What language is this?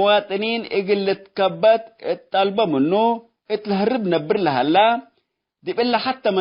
Tigre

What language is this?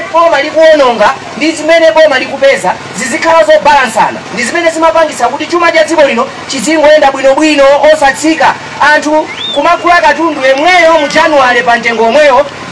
Nyanja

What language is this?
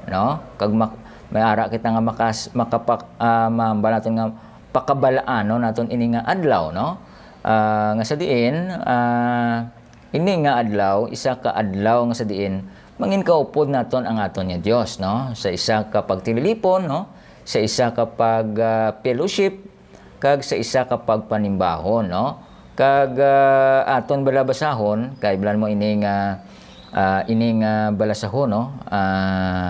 Hiligaynon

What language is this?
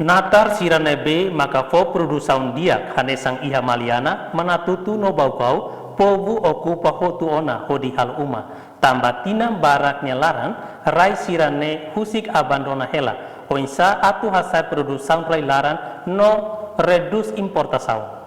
Tetum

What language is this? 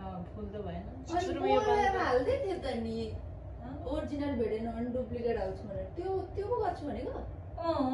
Nepali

